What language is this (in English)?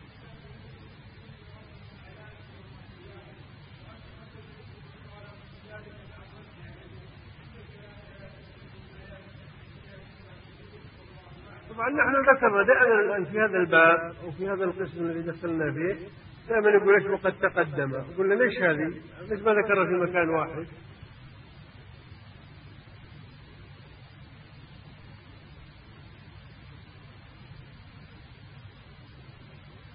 Arabic